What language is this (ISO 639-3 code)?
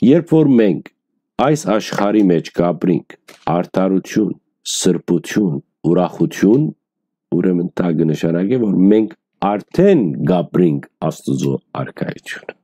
hyw